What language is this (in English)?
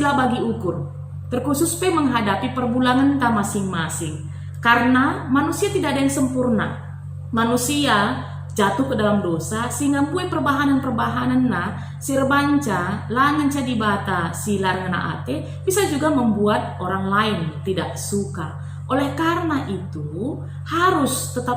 Batak Karo